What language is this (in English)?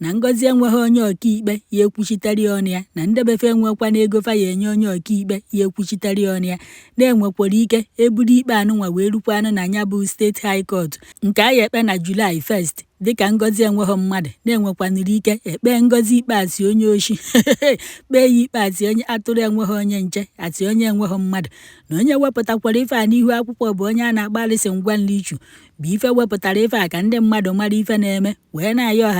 Igbo